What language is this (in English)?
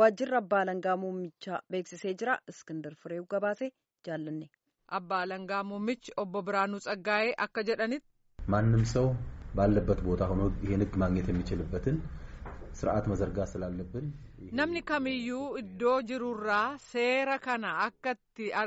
Oromo